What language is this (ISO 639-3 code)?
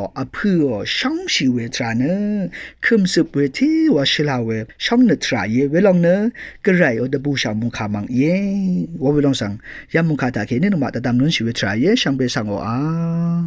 raw